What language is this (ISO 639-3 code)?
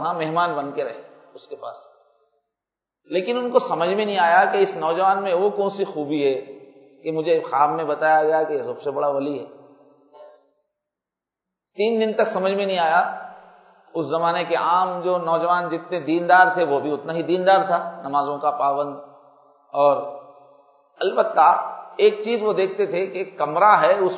urd